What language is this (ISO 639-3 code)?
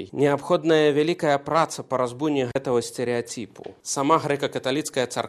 bel